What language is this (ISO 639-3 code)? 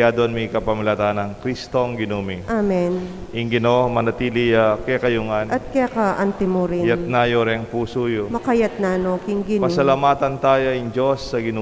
pam